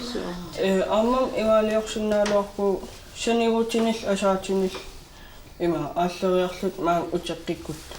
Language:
Kalaallisut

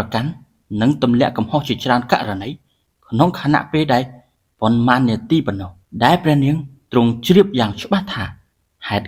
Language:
Khmer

